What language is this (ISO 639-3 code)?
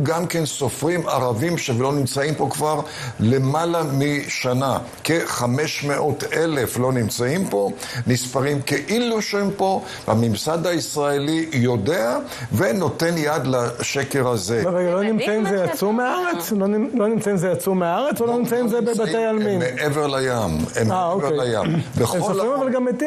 heb